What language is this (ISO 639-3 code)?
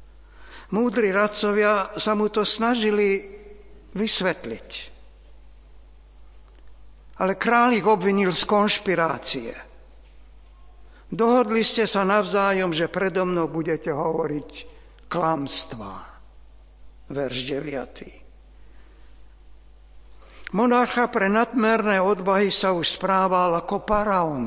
slk